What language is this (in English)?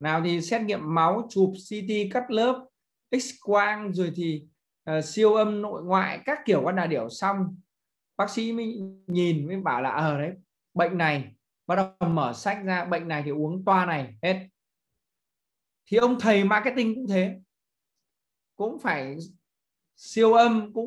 Vietnamese